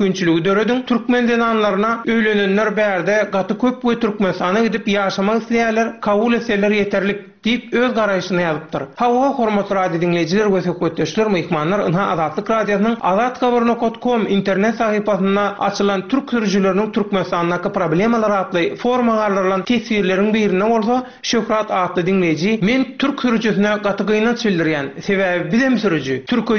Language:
Turkmen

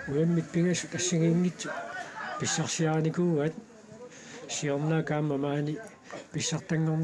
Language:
Kalaallisut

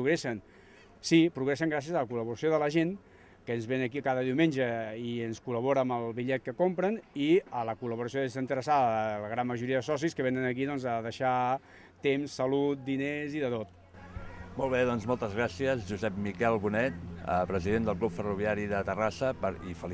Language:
Catalan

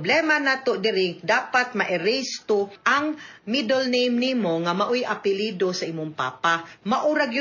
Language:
Cebuano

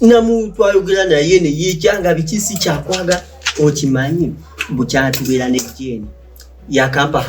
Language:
Ganda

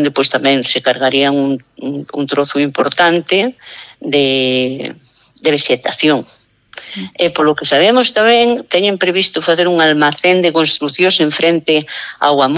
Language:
Galician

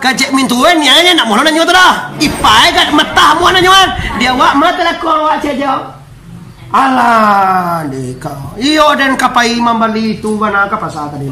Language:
Minangkabau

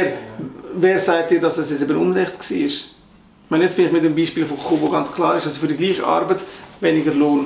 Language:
Swiss German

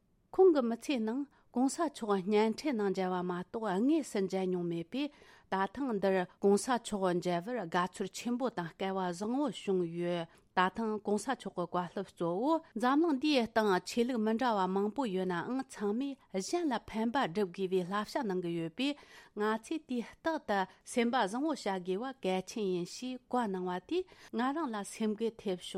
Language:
Tibetan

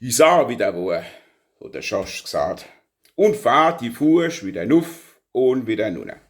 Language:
Palatine German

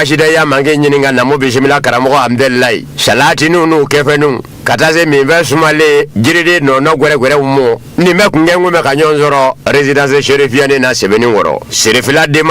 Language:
Bambara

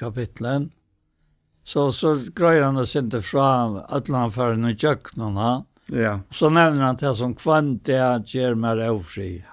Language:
Faroese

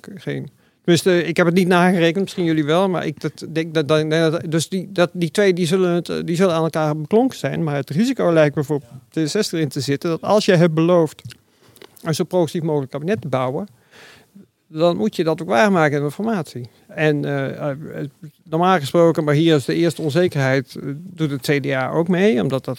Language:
Dutch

